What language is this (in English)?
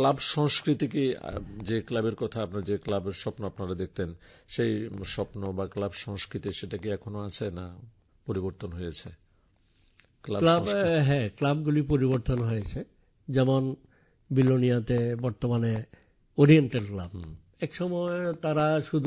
Bangla